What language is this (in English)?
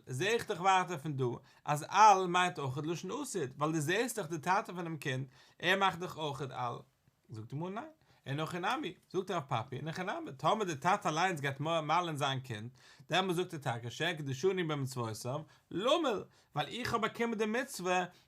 Yiddish